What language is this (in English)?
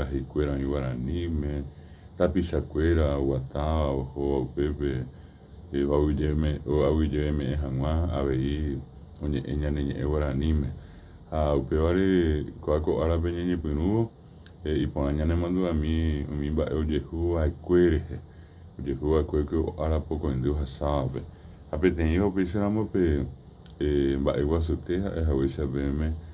Guarani